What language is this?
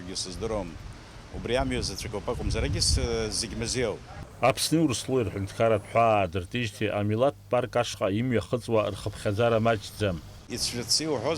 Abkhazian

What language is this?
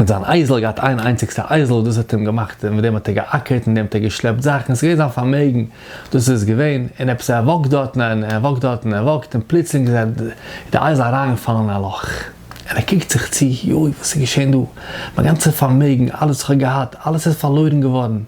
Yiddish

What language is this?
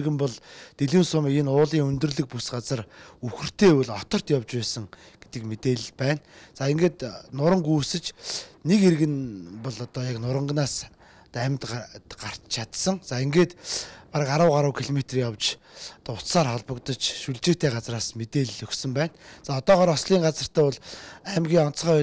Mongolian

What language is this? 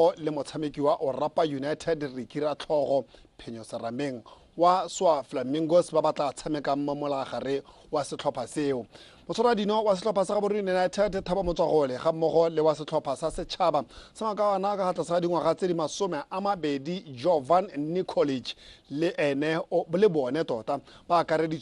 Tswana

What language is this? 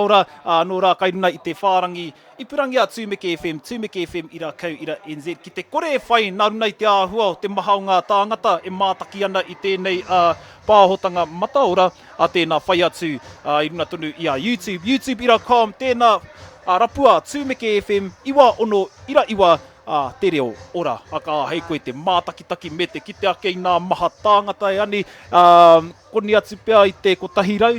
Māori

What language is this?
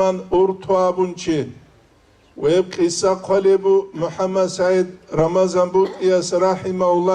Avaric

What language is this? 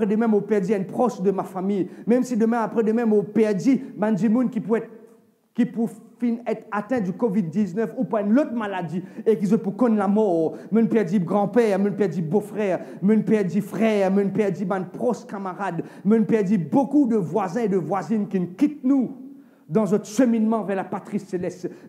Morisyen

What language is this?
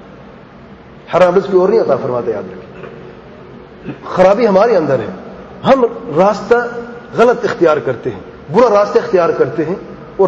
Urdu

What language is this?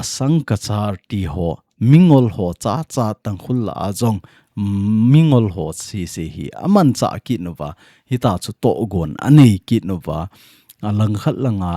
Thado Chin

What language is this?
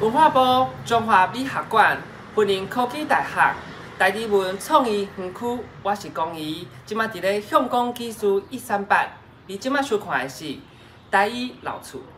Min Nan Chinese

